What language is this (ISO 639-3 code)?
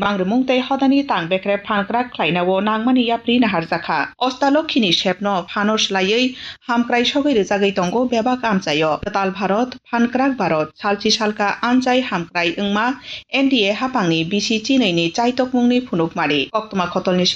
trp